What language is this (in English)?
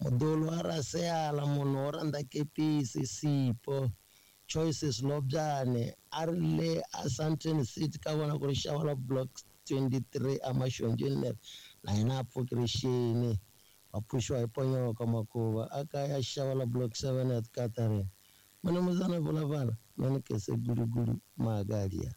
Tsonga